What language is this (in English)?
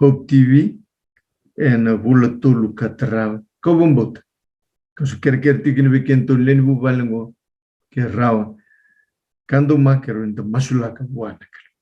Fijian